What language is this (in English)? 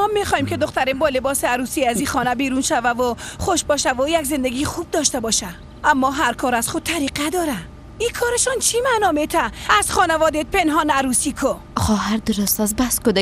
Persian